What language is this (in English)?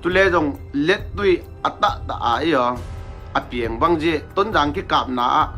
Tedim Chin